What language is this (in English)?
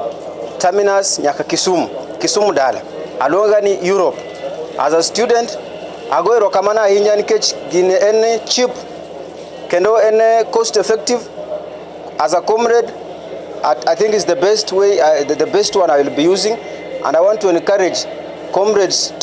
Luo (Kenya and Tanzania)